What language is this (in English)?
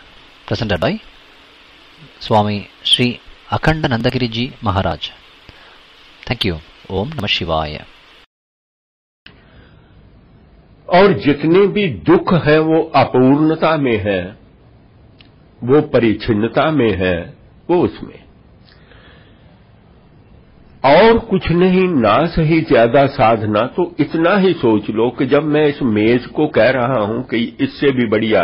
Hindi